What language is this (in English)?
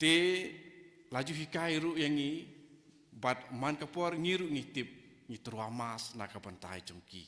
Khasi